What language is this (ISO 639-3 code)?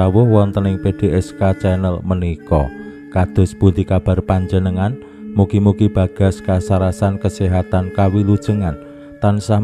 jav